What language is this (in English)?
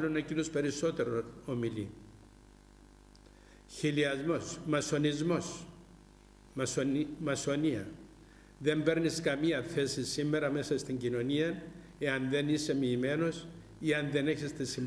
Greek